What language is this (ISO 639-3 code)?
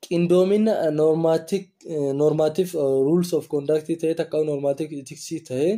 orm